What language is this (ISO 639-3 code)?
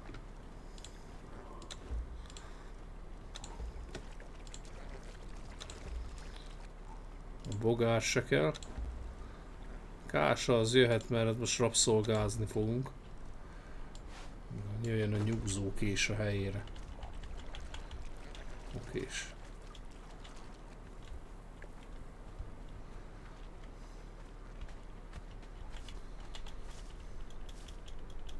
hun